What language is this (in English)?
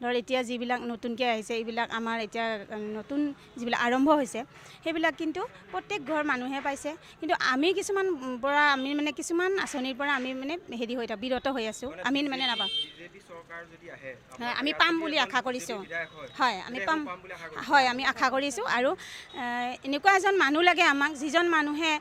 Assamese